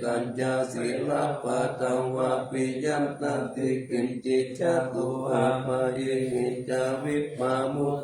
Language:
Pali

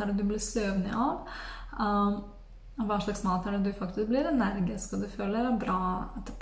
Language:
Norwegian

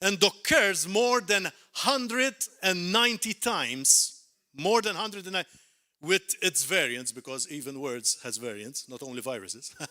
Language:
English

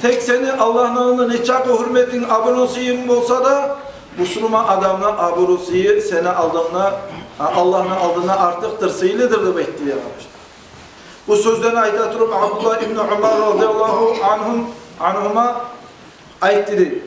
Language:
Kumyk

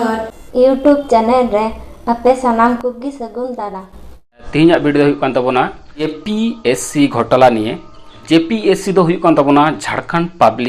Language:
Santali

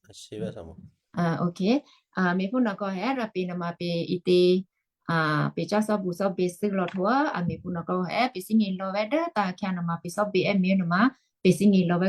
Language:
Western Kayah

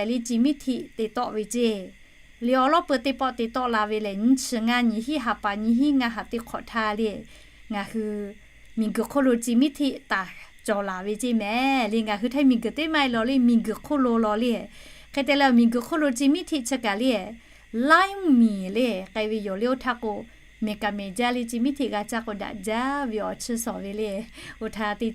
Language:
Lahu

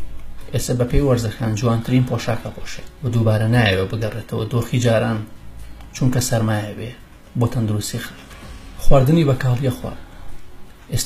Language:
Central Kurdish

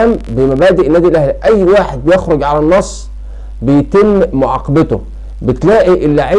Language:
Egyptian Arabic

